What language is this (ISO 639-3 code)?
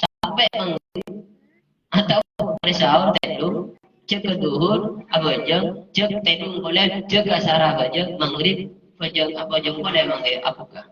mad